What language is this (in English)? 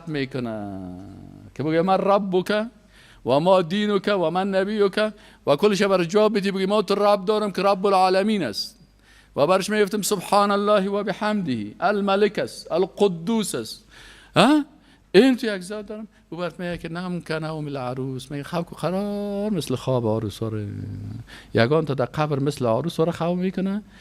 Persian